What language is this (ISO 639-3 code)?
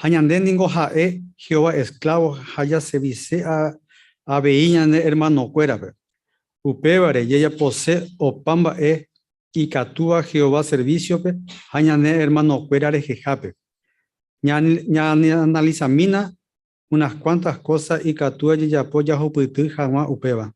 grn